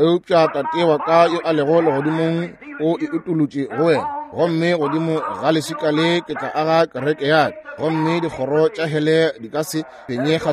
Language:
Northern Sotho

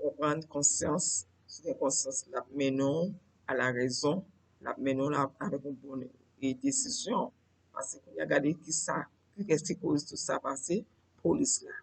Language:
Haitian Creole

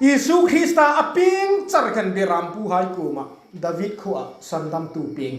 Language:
Hmar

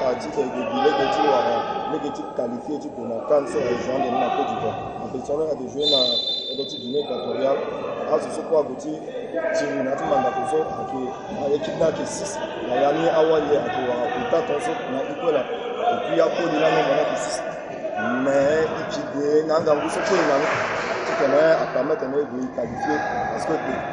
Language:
Sango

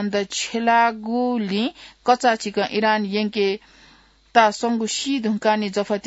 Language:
Newari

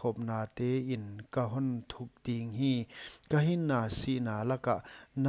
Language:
Paite Chin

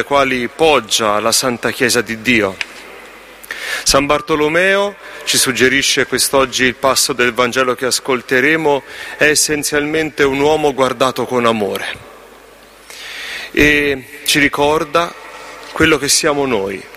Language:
Italian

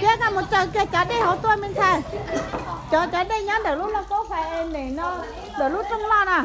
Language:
Hmong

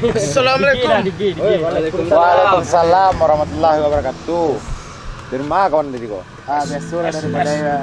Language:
Minangkabau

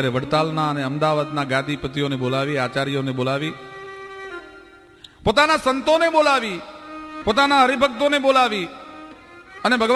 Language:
Gujarati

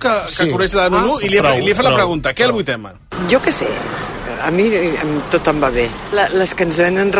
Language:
Catalan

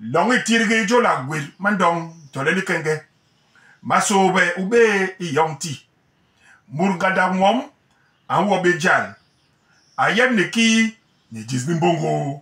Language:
Basaa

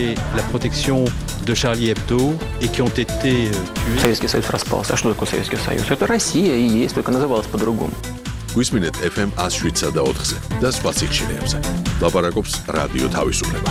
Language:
Georgian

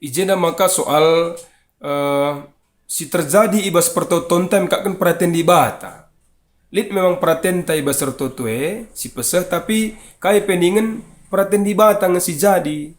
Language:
Batak Karo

